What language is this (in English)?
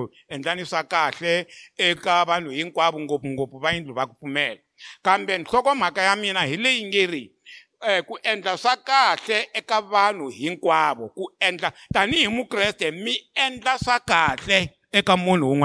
Tsonga